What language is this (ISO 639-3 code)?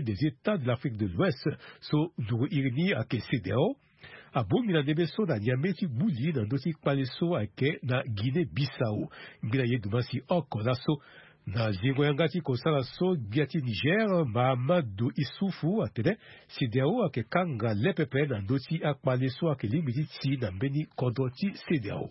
sag